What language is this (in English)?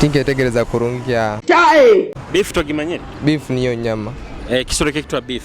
Nyoro